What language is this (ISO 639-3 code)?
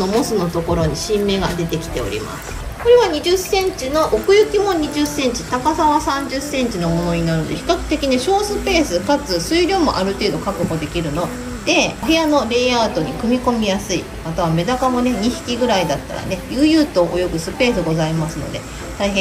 jpn